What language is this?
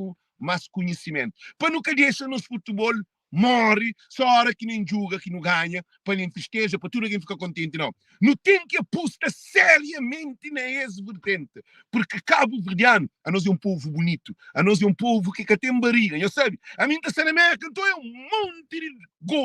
Kabuverdianu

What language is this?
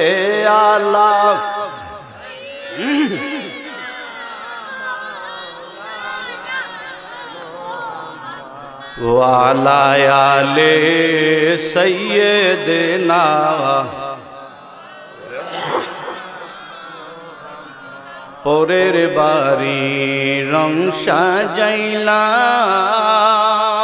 Bangla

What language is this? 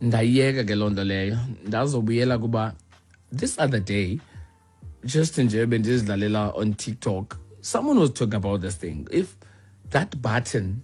Xhosa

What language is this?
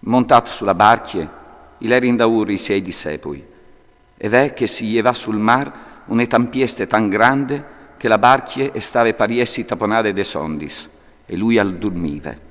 Friulian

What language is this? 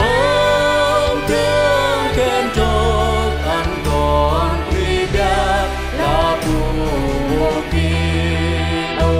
Central Mnong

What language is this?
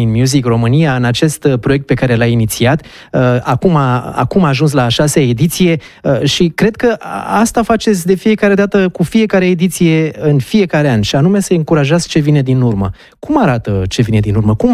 Romanian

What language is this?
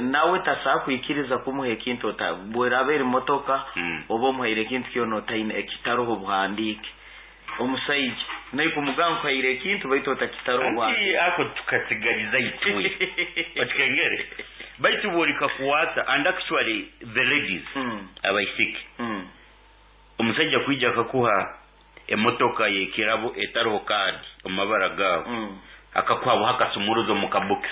Nyankole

